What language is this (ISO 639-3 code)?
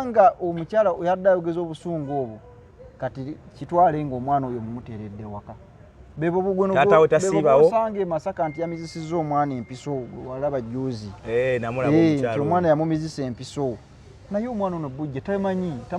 lug